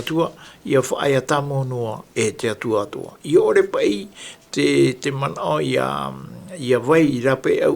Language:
Tahitian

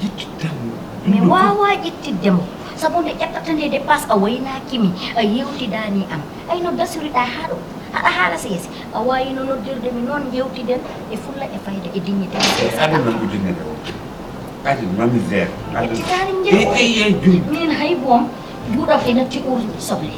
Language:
Fula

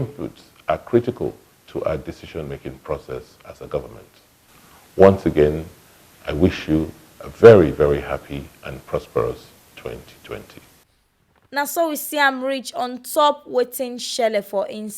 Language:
Nigerian Pidgin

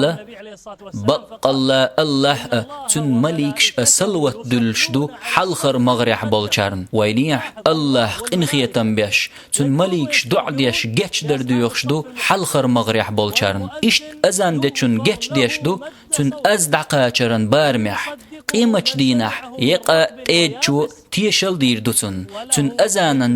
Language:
Chechen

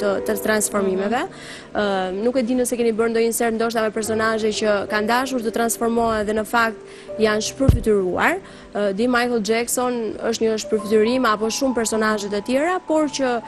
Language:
Albanian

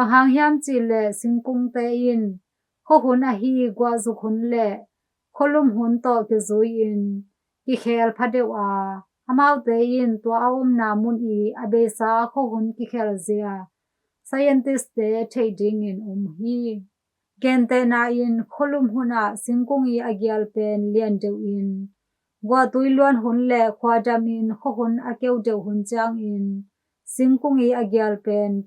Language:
Tedim Chin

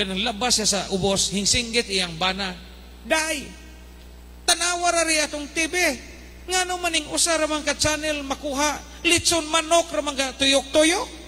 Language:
Cebuano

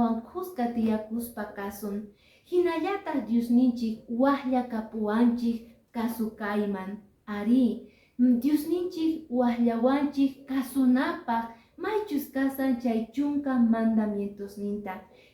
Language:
Quechua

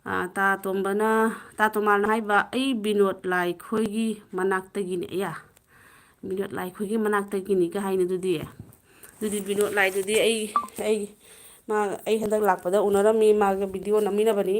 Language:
Manipuri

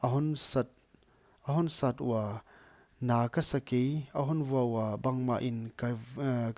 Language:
Paite Chin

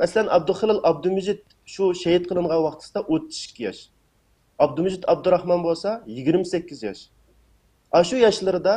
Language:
Uyghur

